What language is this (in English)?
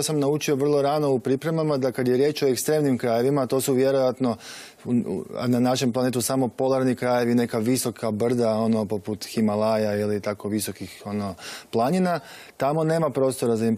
Croatian